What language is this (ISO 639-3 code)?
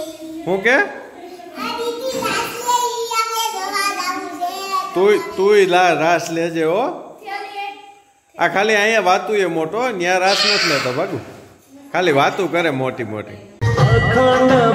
guj